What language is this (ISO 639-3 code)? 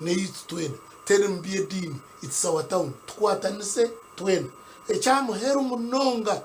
nyn